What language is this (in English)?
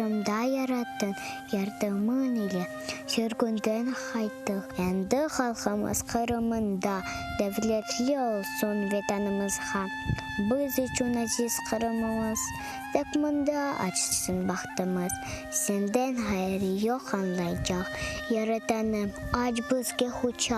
Crimean Tatar